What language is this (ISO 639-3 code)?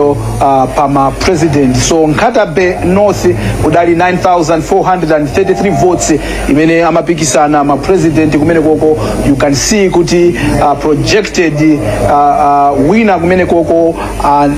nya